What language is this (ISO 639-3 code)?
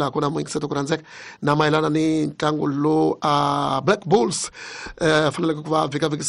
tso